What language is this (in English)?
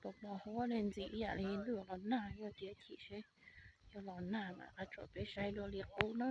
Hmong